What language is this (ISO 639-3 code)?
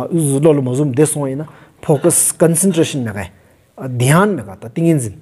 sbu